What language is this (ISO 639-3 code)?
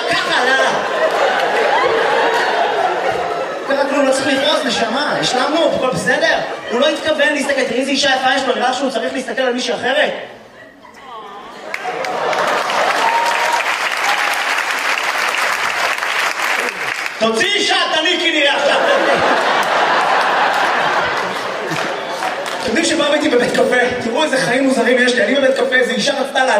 heb